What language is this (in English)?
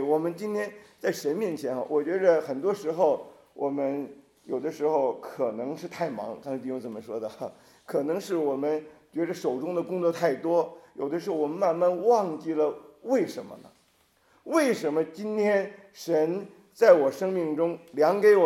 Chinese